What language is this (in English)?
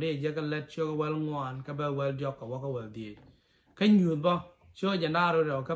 Nuer